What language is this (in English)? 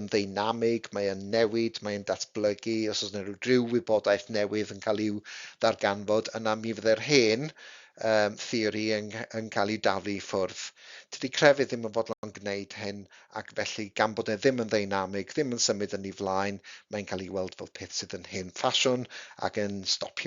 Welsh